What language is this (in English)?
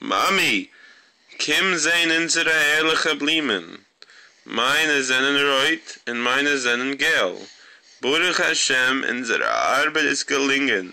Yiddish